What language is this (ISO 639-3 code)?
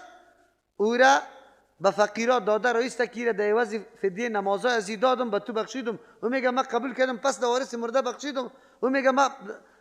fas